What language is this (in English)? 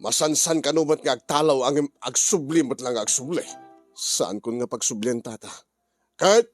Iloko